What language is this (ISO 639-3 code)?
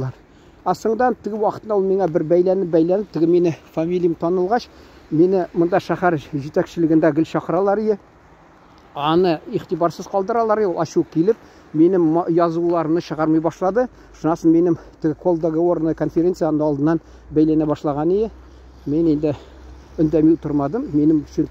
tat